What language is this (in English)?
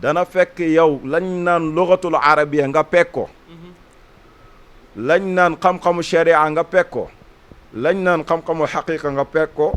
Wolof